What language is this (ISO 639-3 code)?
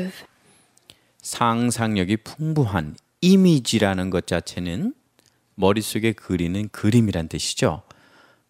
kor